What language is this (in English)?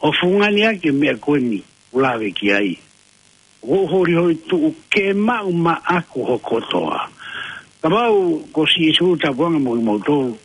Tongan